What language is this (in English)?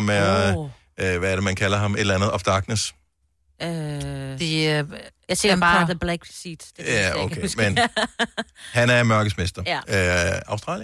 Danish